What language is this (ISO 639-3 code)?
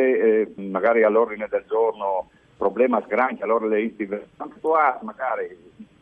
fur